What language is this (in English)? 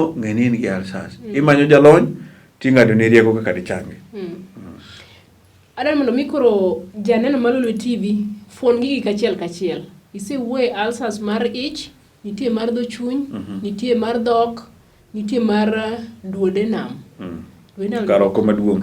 Luo (Kenya and Tanzania)